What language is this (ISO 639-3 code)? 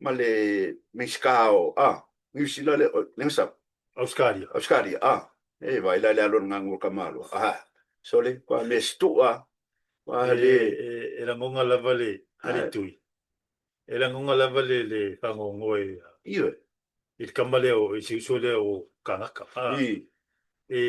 smo